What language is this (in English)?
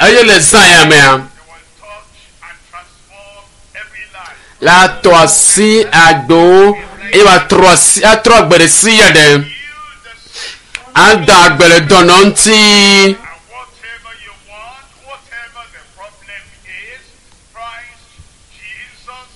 Ewe